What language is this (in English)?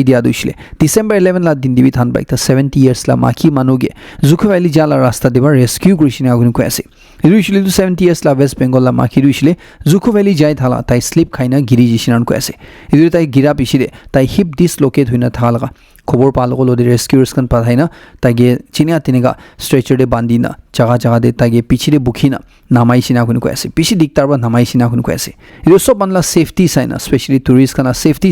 Naga Pidgin